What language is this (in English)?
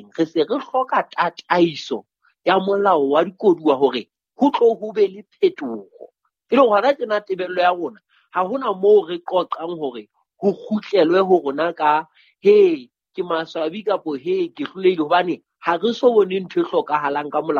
Southern Sotho